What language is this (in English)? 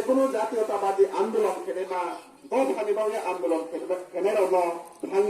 Riang (India)